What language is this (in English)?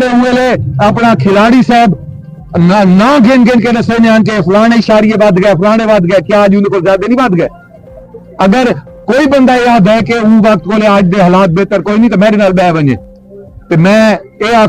Saraiki